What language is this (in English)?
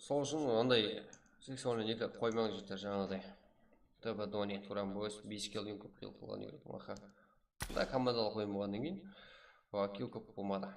Kara-Kalpak